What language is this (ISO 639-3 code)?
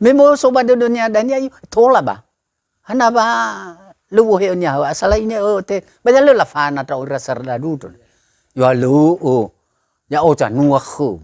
nia